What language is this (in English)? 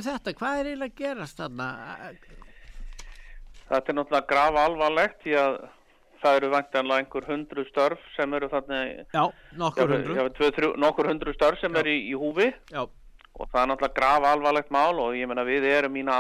Icelandic